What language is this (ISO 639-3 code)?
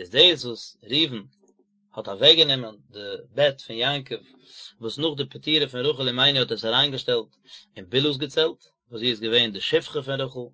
yid